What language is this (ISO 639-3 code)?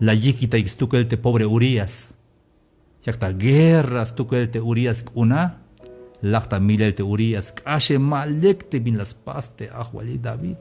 tzh